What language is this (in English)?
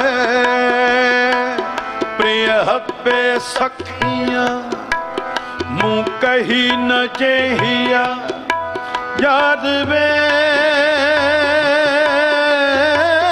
Punjabi